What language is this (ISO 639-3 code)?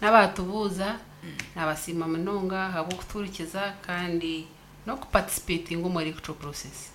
nyn